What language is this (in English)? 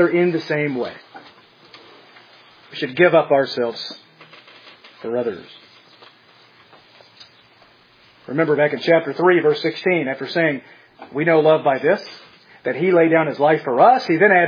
English